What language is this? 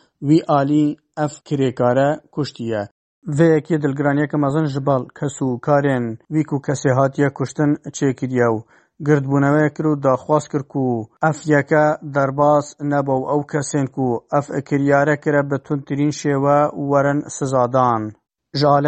Kurdish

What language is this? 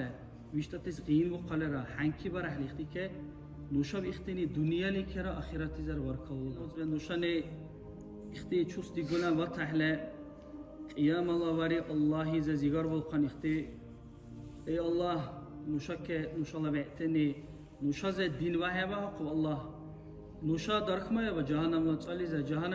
Dargwa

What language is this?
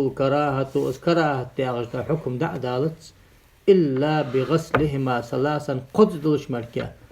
Ingush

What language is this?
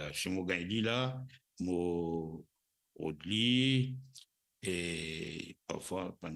Morisyen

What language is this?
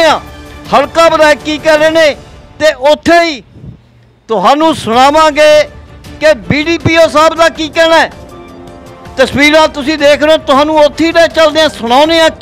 Punjabi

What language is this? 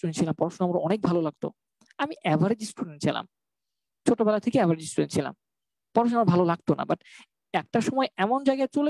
Bangla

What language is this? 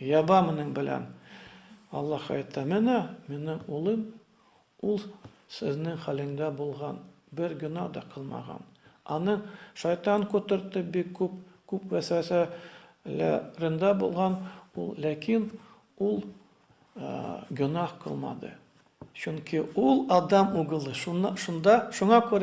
Tatar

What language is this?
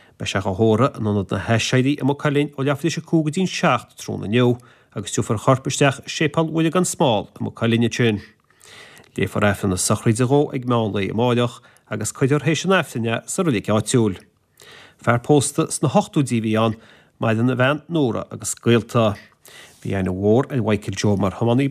Irish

